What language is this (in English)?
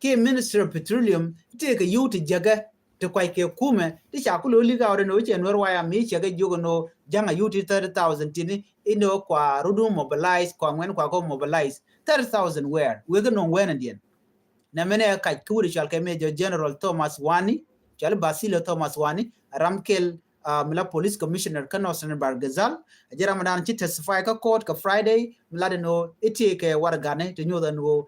Nuer